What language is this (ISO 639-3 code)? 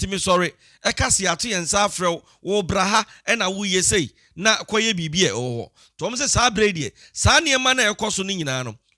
aka